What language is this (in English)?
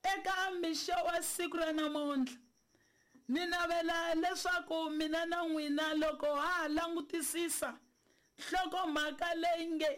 Tsonga